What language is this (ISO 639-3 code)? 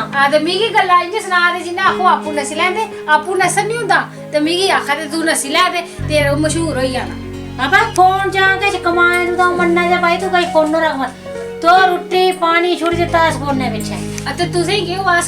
doi